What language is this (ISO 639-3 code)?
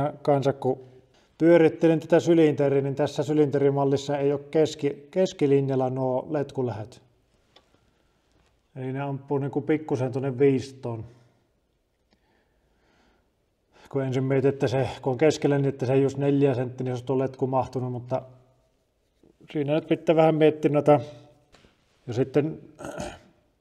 fin